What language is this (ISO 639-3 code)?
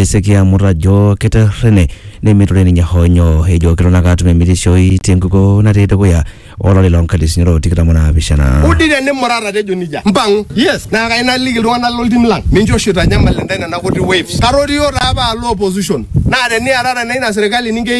mas